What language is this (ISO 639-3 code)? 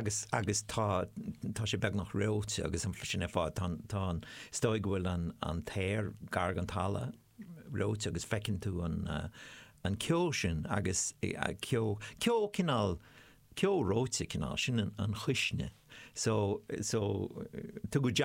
gle